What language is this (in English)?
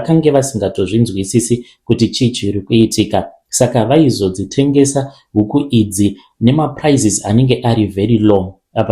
Shona